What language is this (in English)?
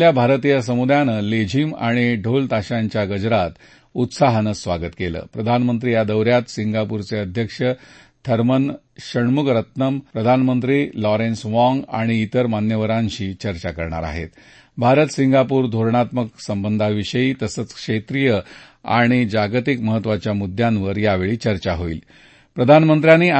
Marathi